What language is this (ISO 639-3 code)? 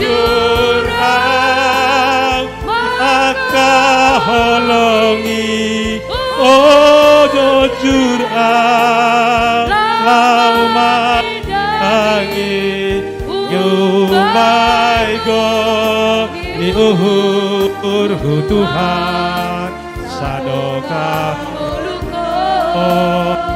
bts